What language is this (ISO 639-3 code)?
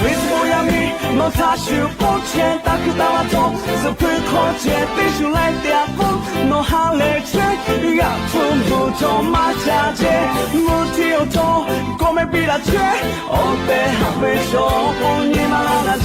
lhu